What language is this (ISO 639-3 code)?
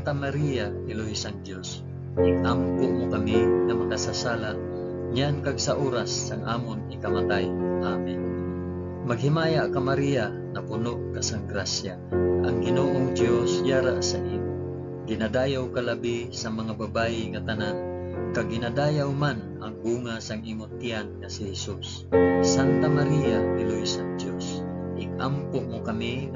hil